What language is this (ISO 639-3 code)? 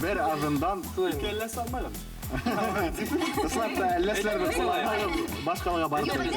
bak